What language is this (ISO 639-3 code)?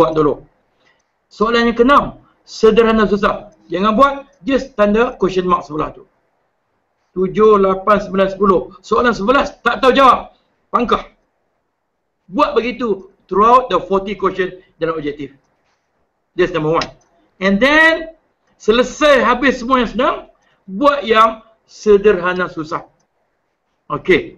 msa